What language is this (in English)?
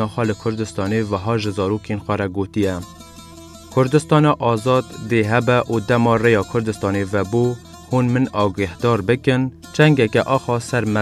Kurdish